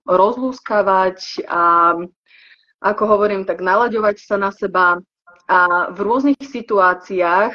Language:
Slovak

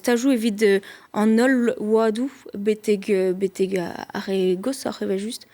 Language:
Breton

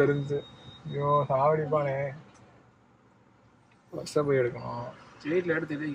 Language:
Tamil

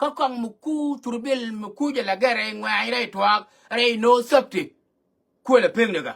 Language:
Nuer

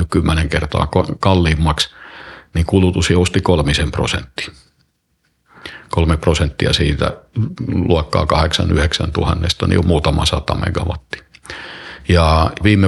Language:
Finnish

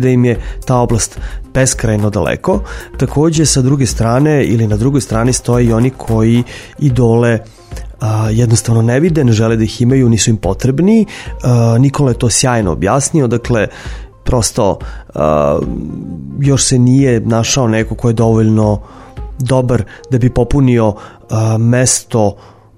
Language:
Serbian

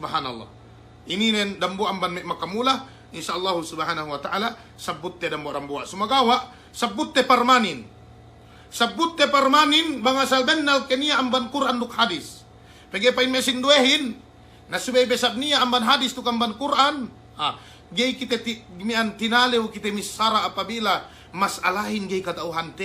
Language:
Yakan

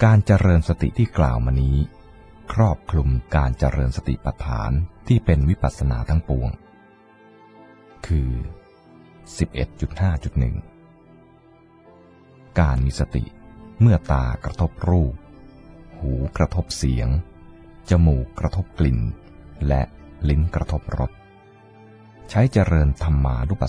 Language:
Thai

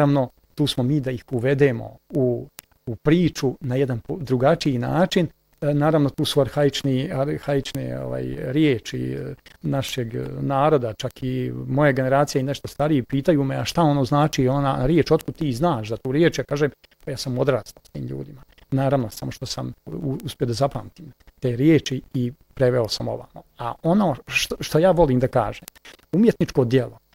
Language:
Bosnian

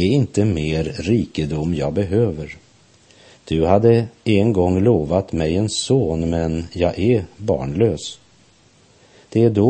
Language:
Swedish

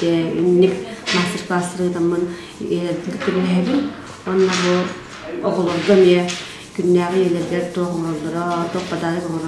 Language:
Yakut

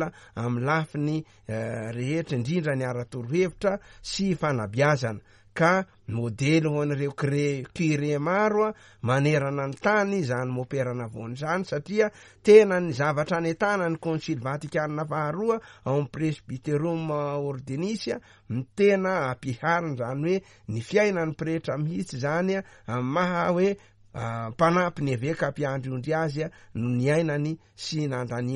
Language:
Malagasy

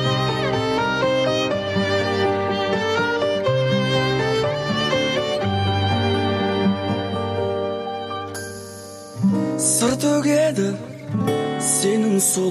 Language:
Kazakh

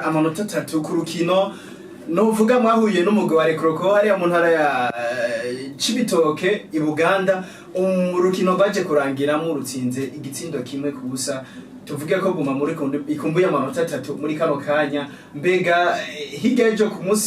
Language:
Rundi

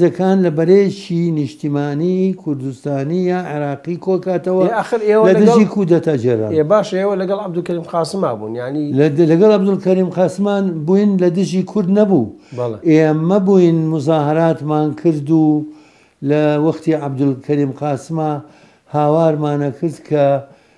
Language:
Central Kurdish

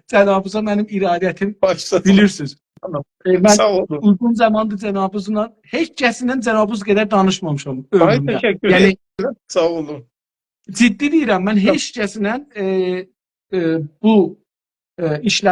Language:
South Azerbaijani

